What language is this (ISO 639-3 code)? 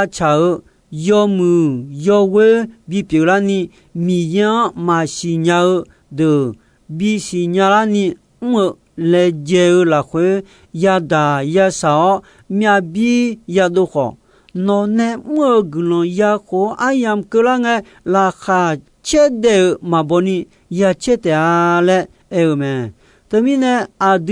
ahk